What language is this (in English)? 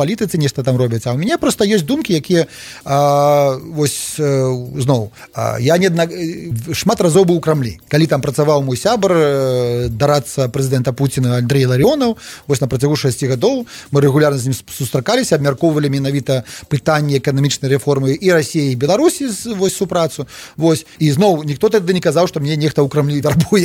Belarusian